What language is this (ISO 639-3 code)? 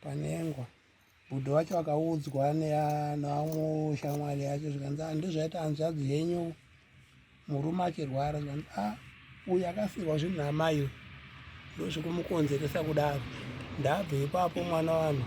sna